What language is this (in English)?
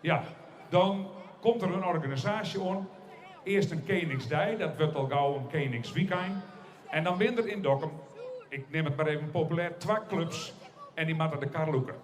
Western Frisian